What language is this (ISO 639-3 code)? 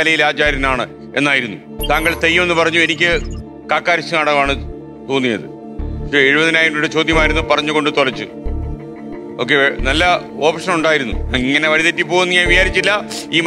mal